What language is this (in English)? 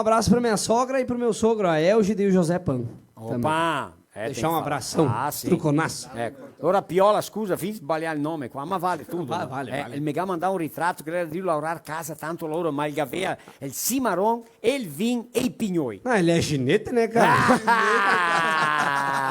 Venetian